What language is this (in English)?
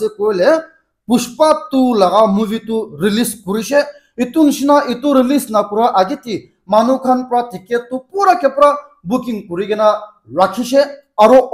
Naga Pidgin